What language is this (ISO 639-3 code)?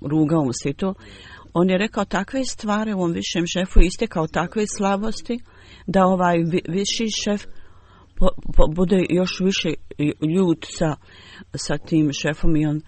bos